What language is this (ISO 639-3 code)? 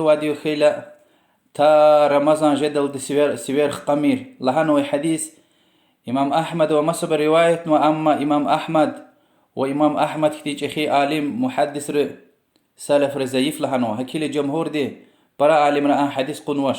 lez